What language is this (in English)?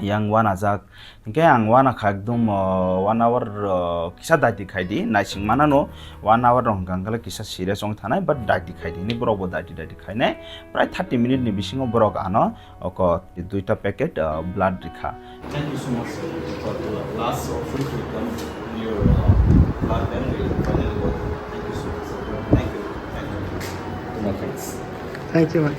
Kok Borok